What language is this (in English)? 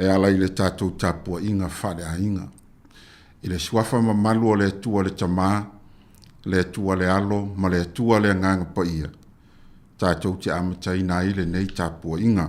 Samoan